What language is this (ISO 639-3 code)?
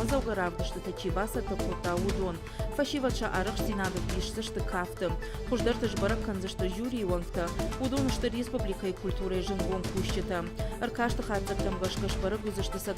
oss